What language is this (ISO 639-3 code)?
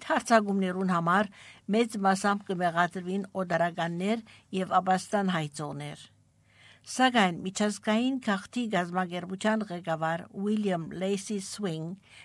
hye